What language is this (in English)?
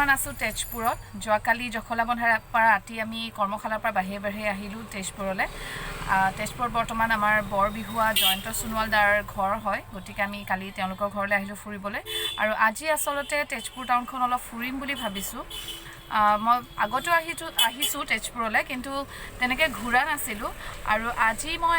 Assamese